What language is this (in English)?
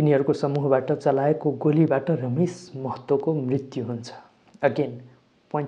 Nepali